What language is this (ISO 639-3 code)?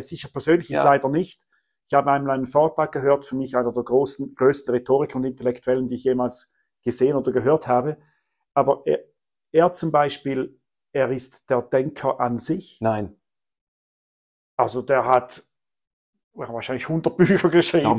deu